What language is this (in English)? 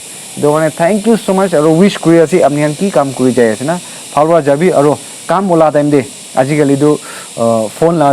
Naga Pidgin